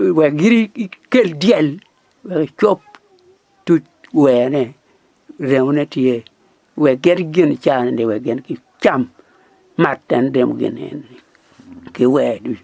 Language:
Acoli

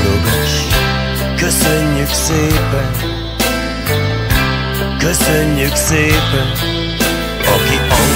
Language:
Hungarian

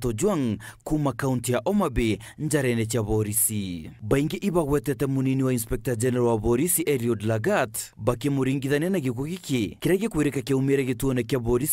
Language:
Meru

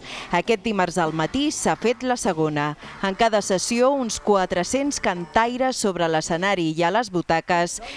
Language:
Catalan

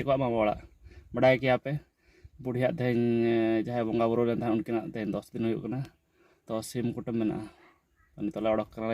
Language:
Santali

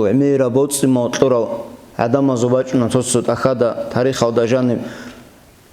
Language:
Avaric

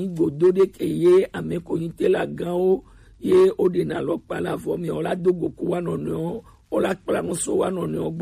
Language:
Gen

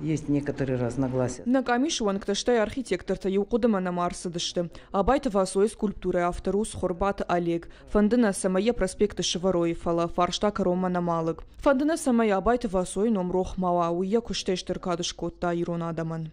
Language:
Ossetic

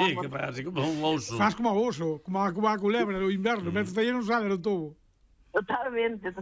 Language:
Galician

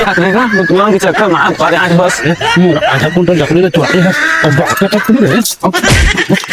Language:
Chhattisgarhi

